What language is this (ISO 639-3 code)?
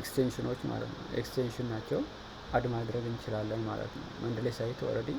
amh